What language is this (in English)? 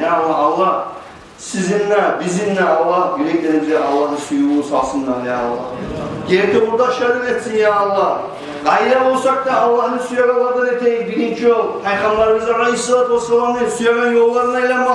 Kumyk